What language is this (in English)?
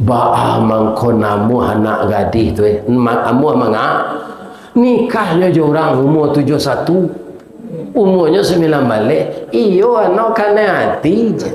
Minangkabau